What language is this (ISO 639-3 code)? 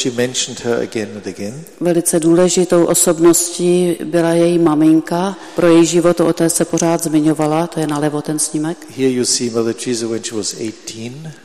ces